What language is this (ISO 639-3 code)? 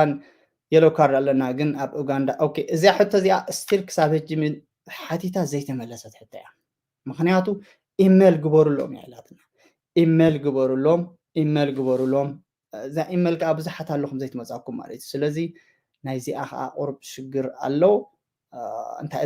tir